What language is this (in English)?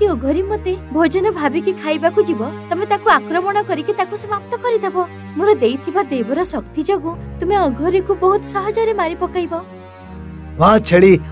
Odia